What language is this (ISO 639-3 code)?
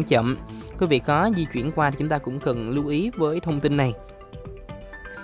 vie